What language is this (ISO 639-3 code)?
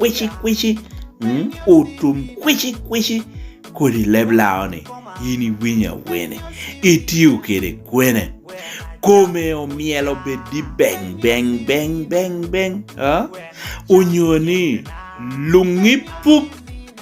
laj